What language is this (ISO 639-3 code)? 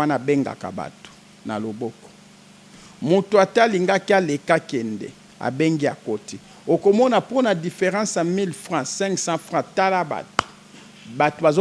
lin